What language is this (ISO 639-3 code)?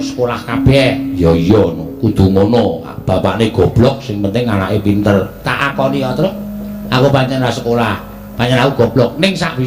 jav